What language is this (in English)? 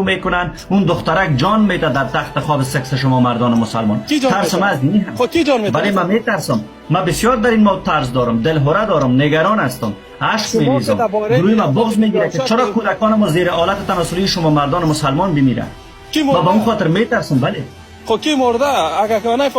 Persian